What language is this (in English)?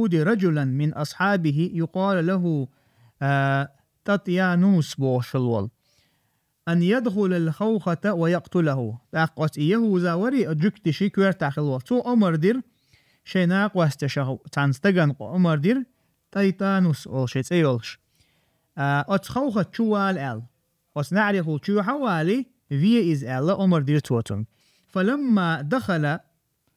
Chechen